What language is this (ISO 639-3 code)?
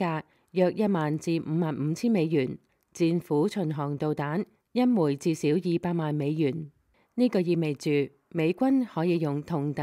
yue